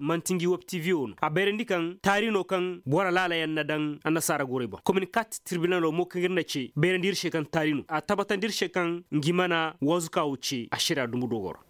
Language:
Koyraboro Senni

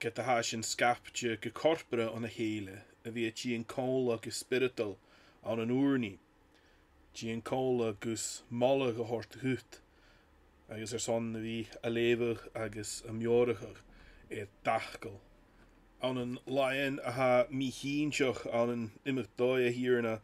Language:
Scottish Gaelic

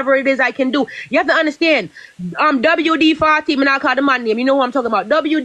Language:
Jamaican Creole English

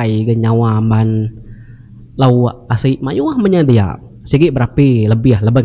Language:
Iban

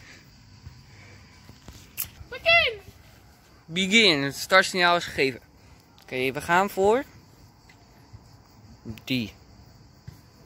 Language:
Dutch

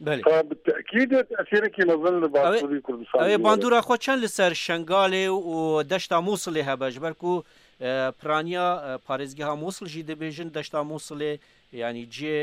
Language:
Kurdish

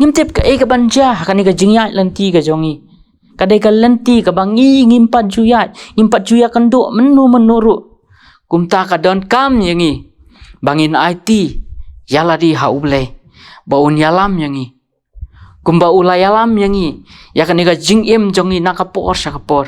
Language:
Khasi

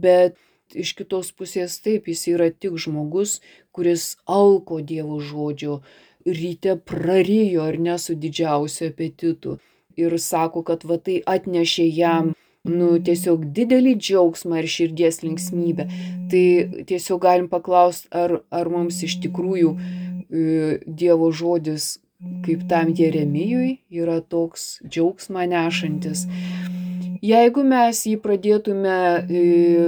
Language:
Lithuanian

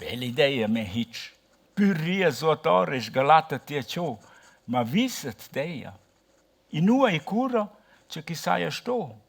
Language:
Romansh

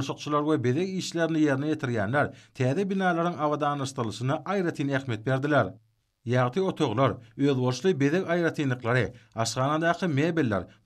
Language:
Turkmen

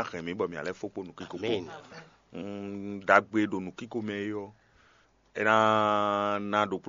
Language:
Fon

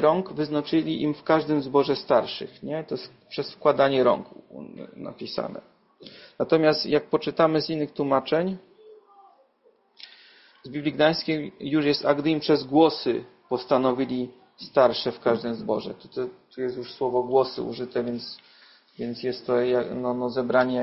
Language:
Polish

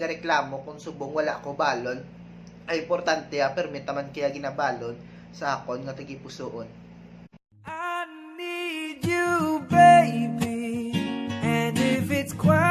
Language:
Hiligaynon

